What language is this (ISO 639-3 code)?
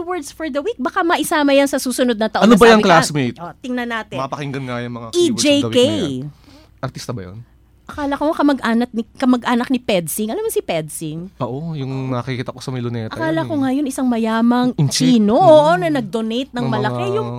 fil